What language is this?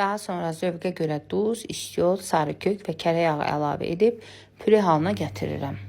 Azerbaijani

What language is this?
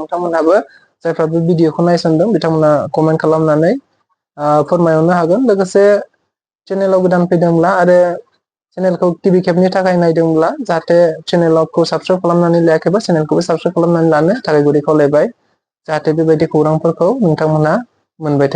Bodo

